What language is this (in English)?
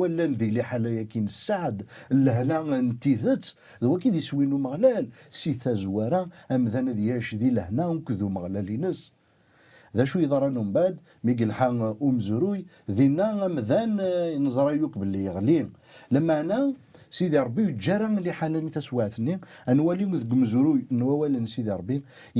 Kabyle